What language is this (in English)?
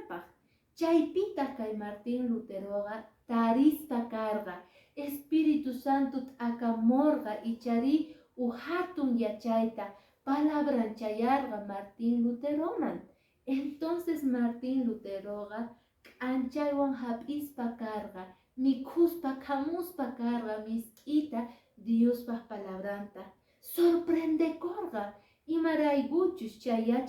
Quechua